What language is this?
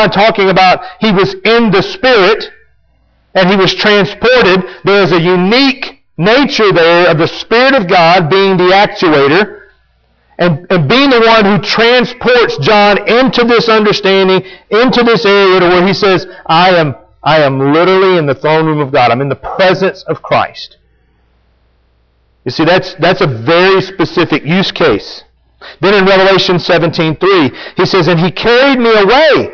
English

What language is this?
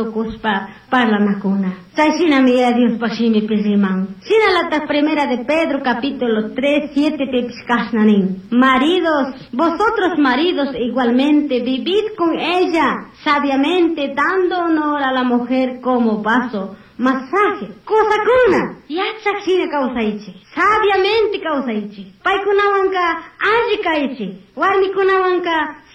Chimborazo Highland Quichua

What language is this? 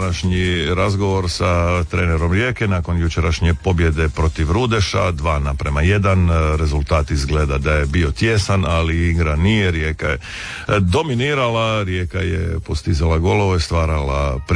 Croatian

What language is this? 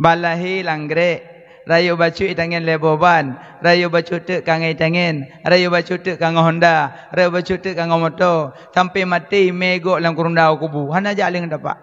Achinese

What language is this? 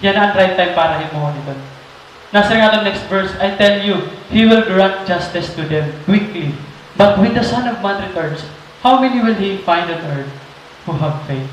Waray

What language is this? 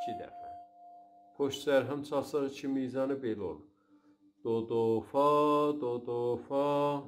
South Azerbaijani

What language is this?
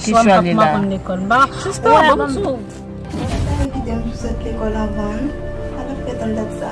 Haitian Creole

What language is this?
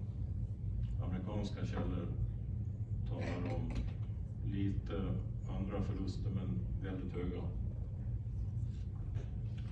Swedish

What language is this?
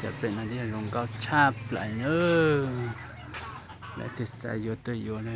Hmong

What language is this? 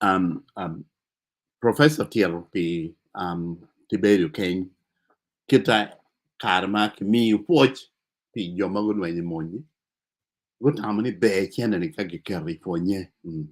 Acoli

